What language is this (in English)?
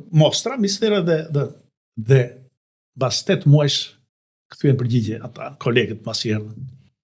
Albanian